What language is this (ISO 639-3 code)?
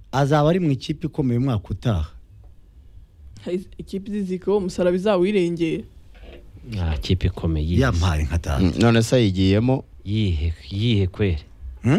kin